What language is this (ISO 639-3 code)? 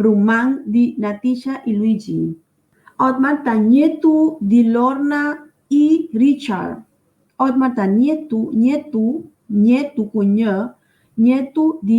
pap